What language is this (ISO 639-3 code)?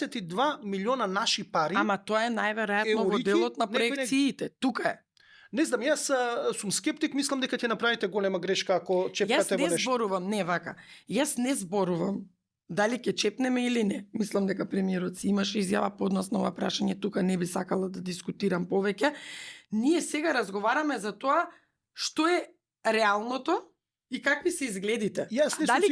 mkd